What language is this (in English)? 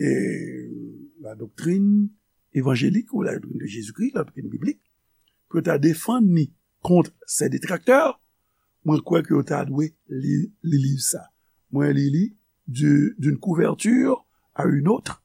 Haitian Creole